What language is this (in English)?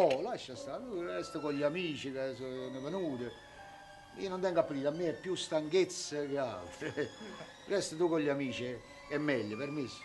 Neapolitan